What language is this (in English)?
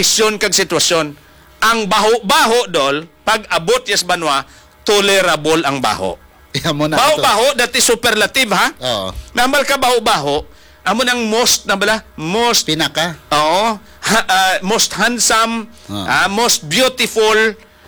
Hiligaynon